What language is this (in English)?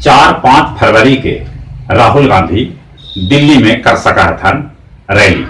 Magahi